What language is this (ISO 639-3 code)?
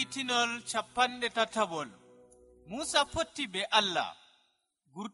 fuv